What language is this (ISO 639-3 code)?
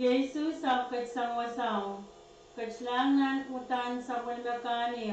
pon